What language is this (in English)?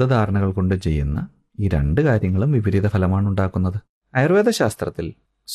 Malayalam